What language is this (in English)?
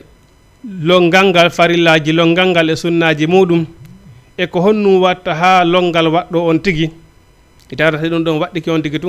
Fula